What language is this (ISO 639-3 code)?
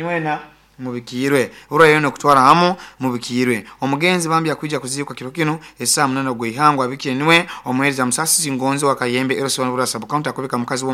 nyo